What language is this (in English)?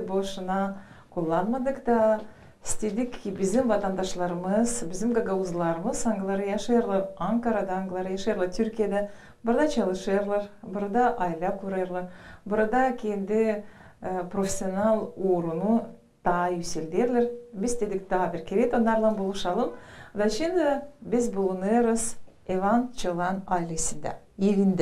Gagauz